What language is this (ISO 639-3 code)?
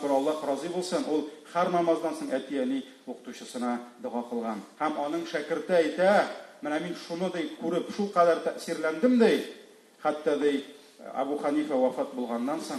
tat